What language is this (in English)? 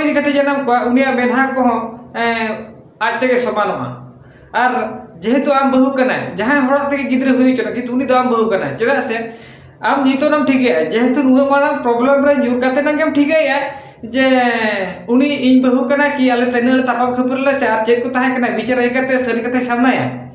Santali